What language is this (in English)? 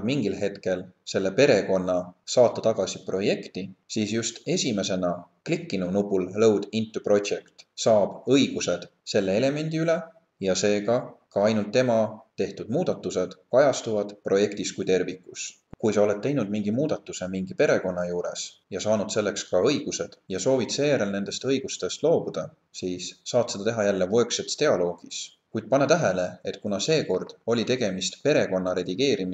Estonian